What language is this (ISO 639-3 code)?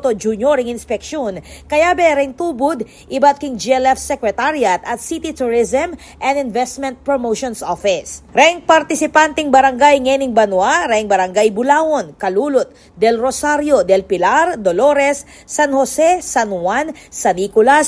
pam